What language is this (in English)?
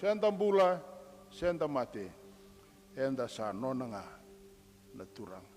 Fijian